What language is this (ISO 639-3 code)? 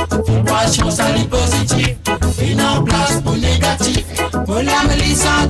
mfe